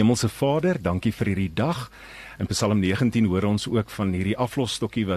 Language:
Afrikaans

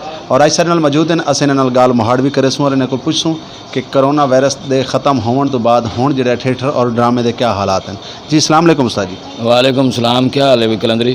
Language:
Saraiki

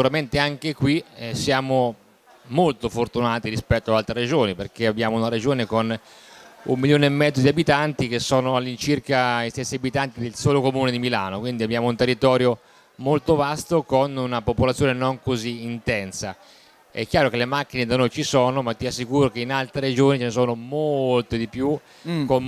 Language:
Italian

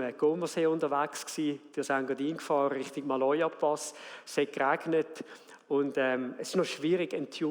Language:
Swiss German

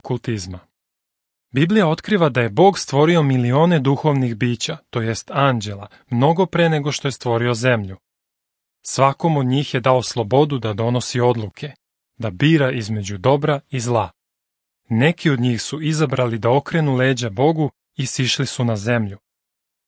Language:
Serbian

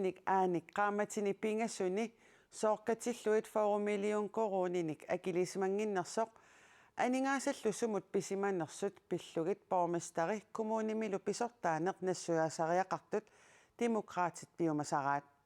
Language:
Kalaallisut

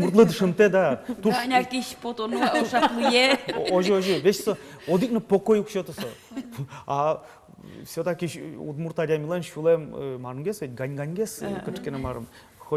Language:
Udmurt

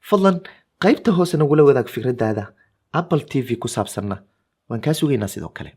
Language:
Somali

